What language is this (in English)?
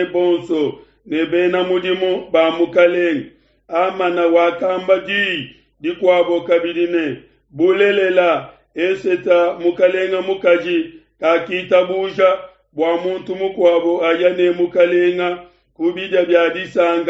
Luba-Lulua